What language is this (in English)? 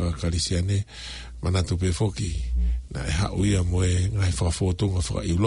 Tongan